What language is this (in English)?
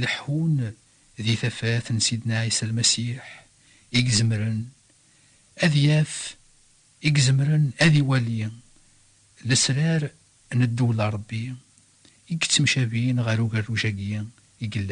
Kabyle